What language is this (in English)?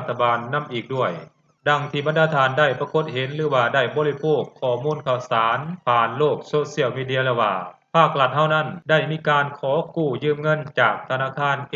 Lao